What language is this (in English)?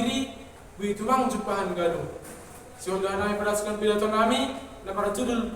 Batak Simalungun